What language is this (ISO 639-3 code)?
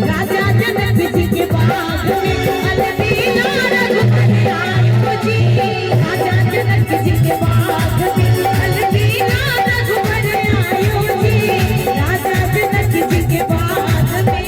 mai